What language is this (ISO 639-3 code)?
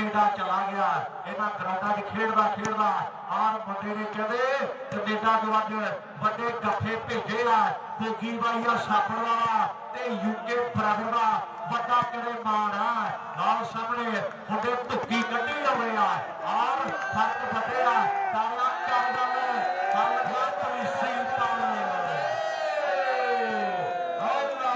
pan